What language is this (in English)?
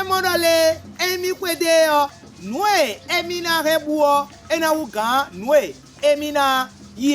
Fon